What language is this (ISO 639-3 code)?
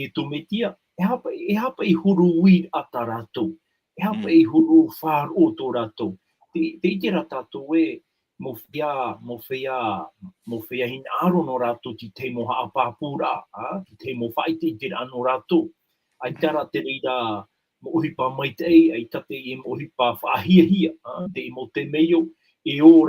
tah